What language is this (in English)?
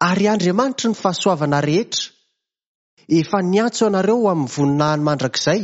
Malagasy